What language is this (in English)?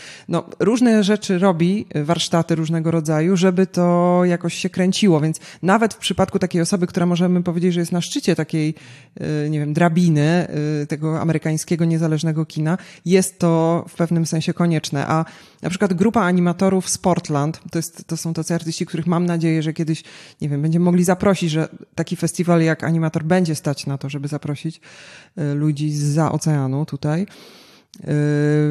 Polish